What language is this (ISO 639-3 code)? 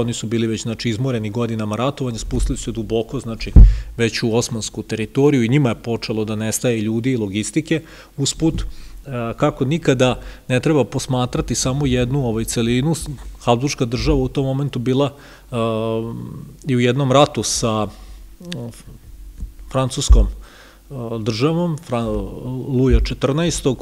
srp